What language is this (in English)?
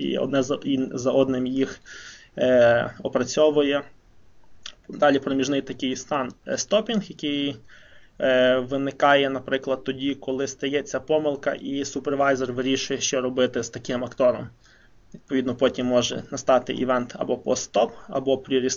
Ukrainian